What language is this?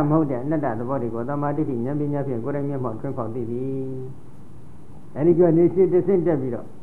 Burmese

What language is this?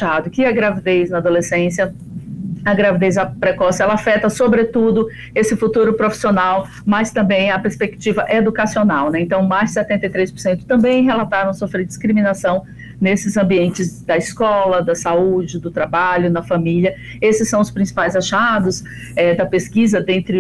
Portuguese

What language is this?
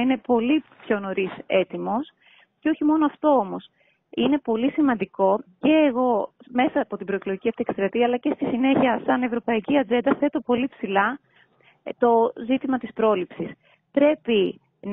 Greek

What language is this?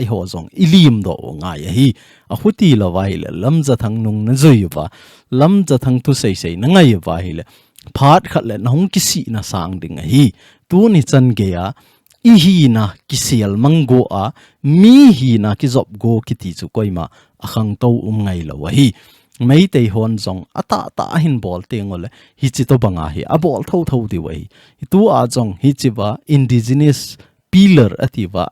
Thado Chin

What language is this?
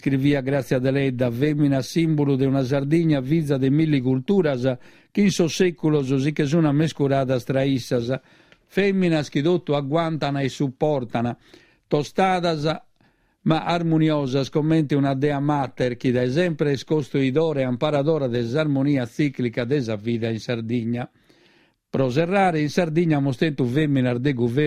Sardinian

